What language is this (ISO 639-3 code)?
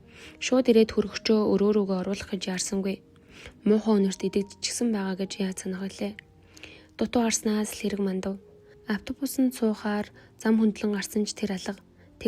mon